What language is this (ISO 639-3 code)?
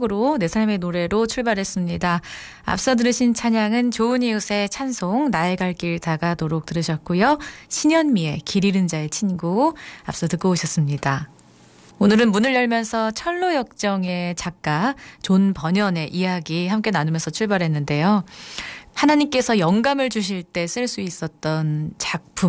kor